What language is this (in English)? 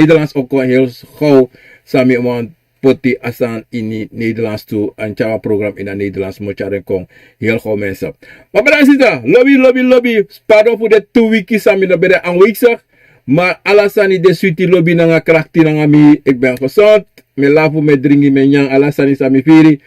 Sranan Tongo